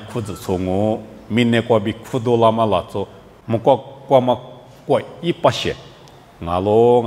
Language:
Lisu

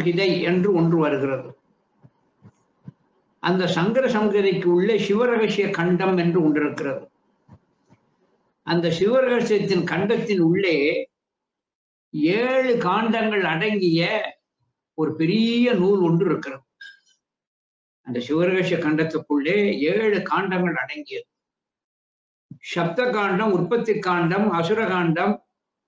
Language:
Tamil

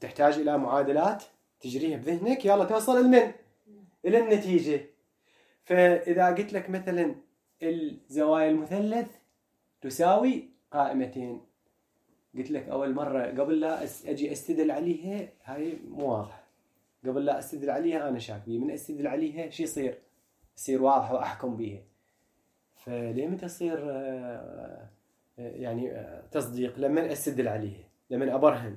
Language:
Mesopotamian Arabic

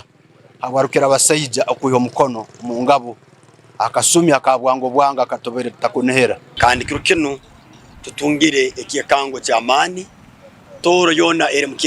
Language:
Tooro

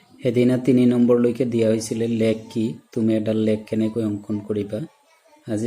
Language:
Assamese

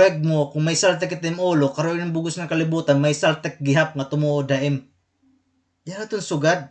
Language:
Waray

